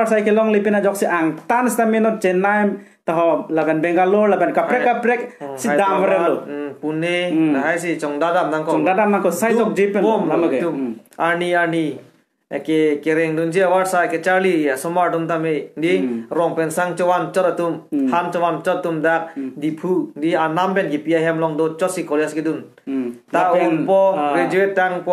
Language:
Karbi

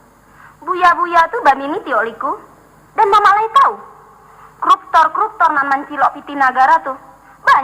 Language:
Minangkabau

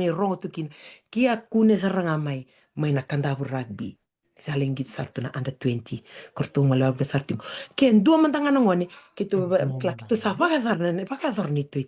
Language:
Fijian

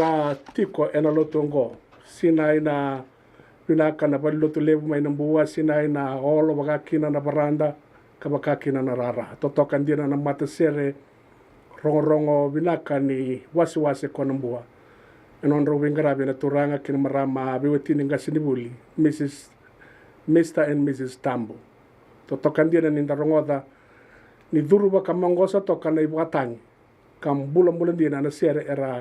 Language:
Fijian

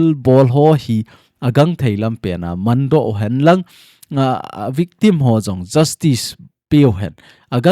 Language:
Thado Chin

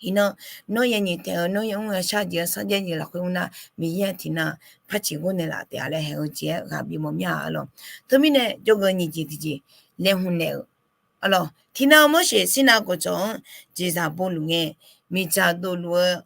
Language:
Akha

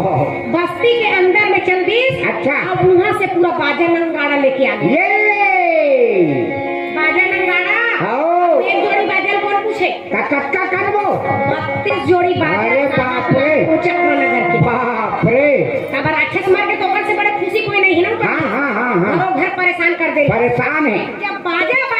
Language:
Chhattisgarhi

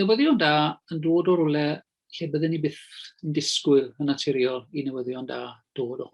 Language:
Welsh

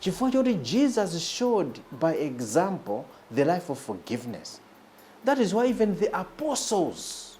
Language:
Nyanja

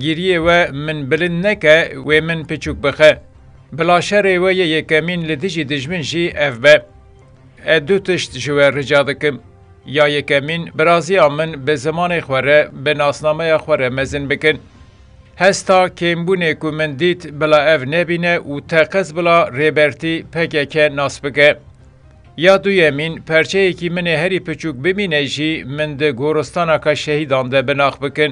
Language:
Kurdish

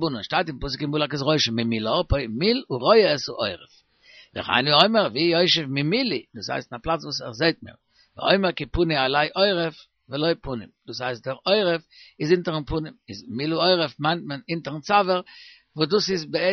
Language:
Yiddish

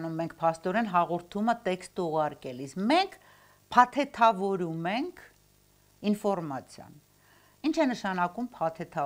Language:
Armenian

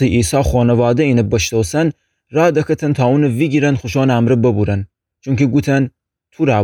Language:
Gilaki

